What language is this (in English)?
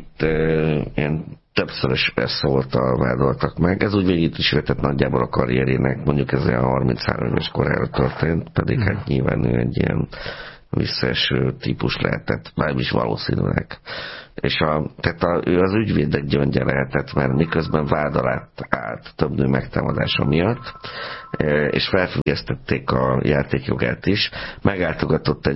Hungarian